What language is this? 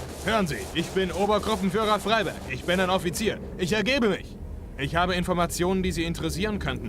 Bavarian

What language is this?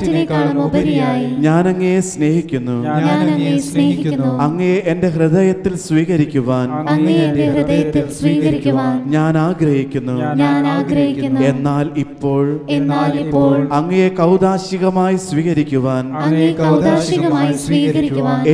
Malayalam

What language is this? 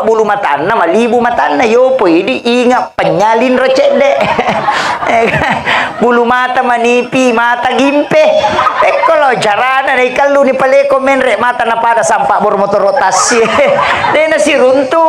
Buginese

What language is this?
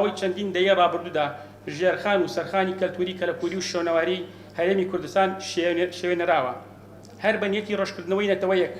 Central Kurdish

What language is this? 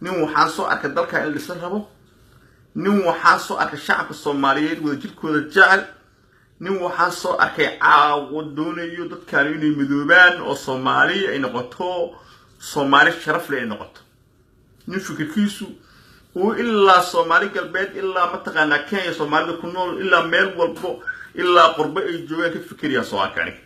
Somali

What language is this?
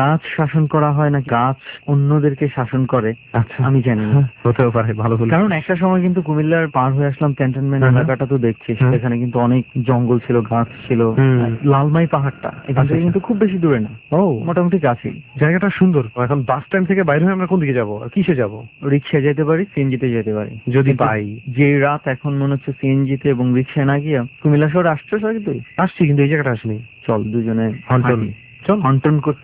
Bangla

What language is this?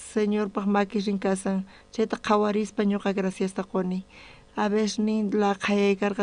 South Bolivian Quechua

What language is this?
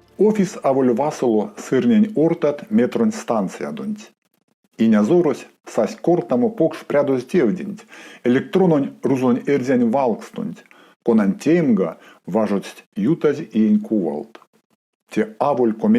Erzya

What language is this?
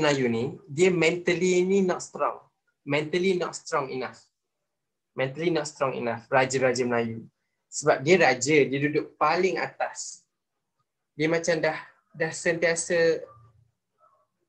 Malay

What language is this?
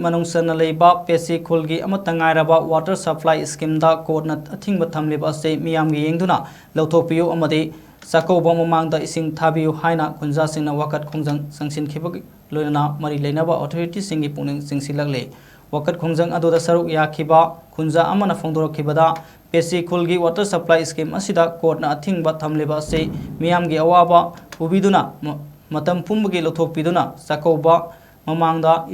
Manipuri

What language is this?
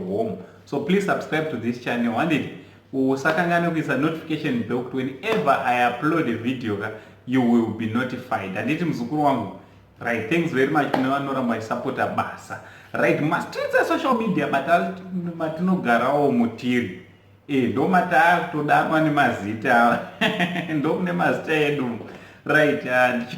Shona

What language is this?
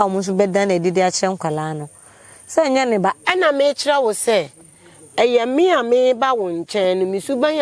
Akan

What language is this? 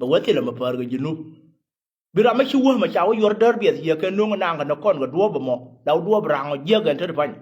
Nuer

